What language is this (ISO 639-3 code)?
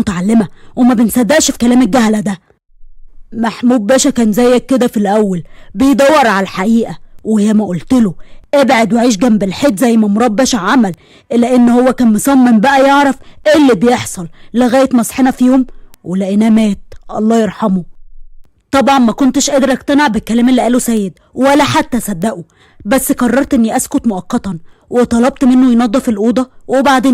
arz